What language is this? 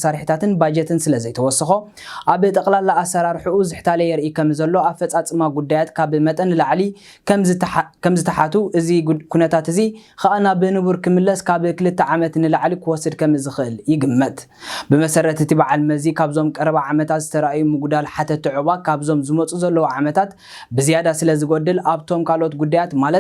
Tigrinya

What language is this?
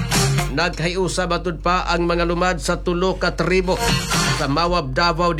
Cebuano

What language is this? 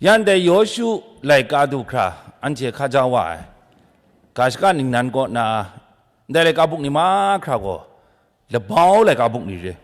Kachin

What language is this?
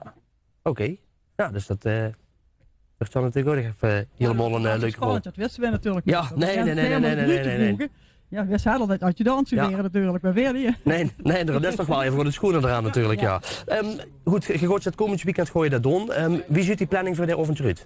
Limburgish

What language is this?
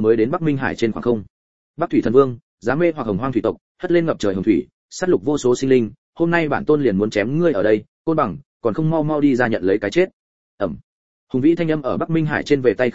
Vietnamese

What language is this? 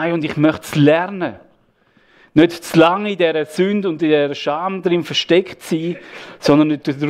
Swiss German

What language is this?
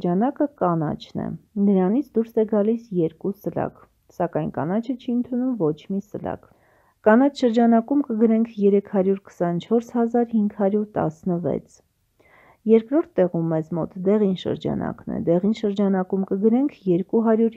Armenian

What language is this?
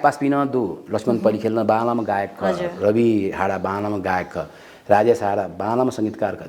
Newari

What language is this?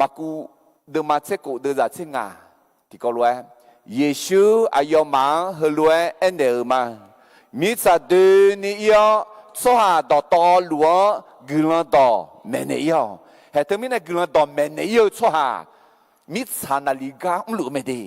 Akha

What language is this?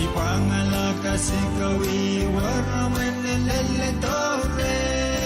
Pohnpeian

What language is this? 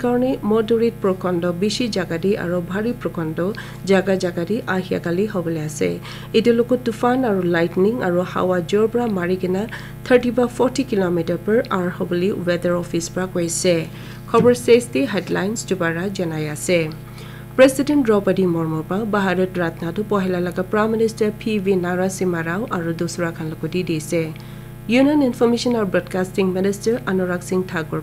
Naga Pidgin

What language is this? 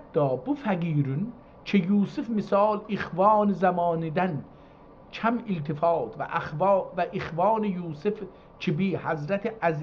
South Azerbaijani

